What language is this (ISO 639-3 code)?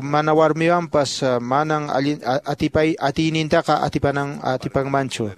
que